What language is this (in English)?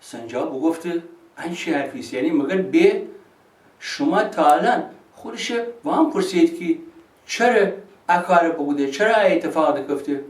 Gilaki